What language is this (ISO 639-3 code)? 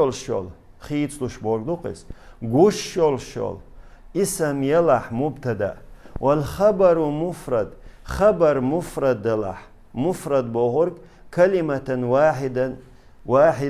che